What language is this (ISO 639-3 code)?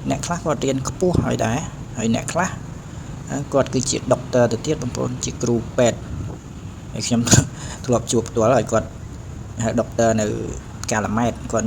khm